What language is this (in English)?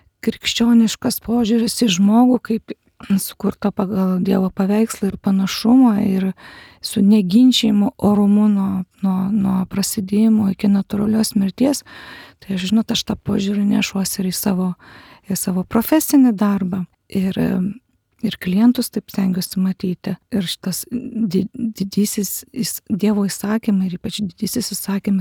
Lithuanian